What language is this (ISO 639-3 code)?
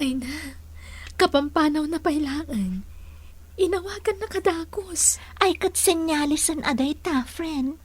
ilo